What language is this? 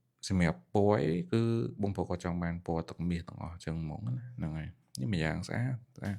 Khmer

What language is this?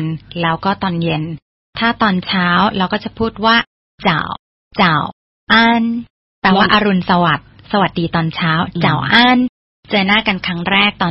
Thai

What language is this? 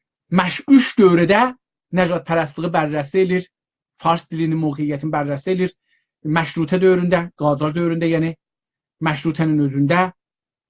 South Azerbaijani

